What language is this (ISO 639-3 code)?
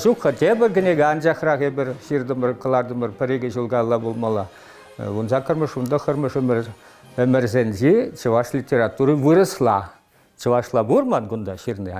chv